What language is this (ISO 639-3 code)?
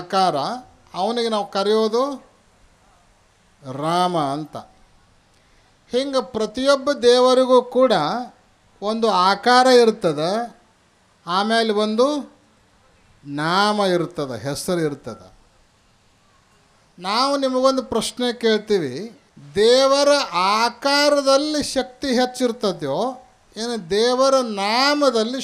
kan